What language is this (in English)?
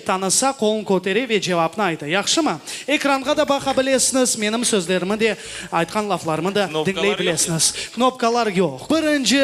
Crimean Tatar